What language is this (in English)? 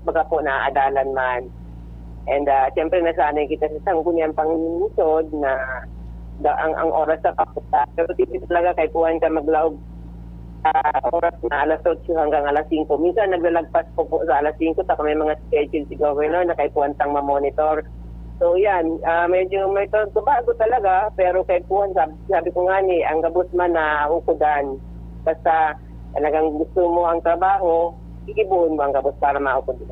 Bikol